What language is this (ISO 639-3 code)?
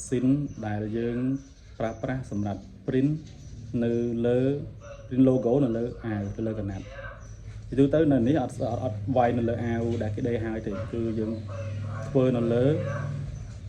khm